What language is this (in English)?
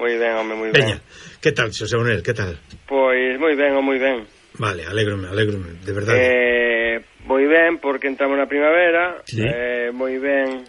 Galician